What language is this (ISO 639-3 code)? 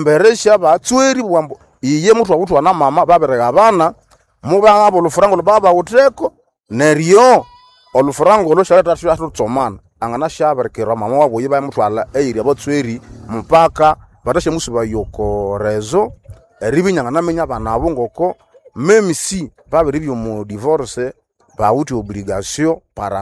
nnb